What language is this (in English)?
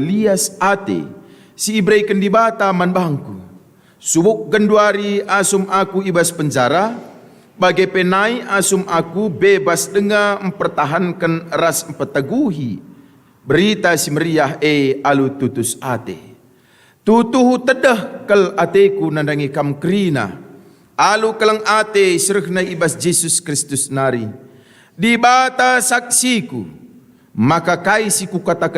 Batak Karo